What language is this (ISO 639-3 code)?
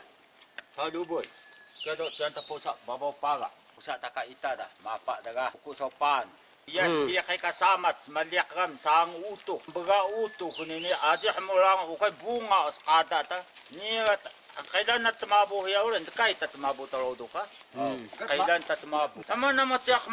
trv